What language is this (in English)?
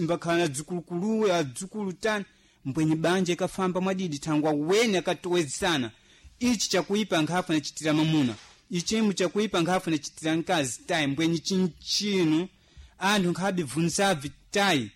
Sena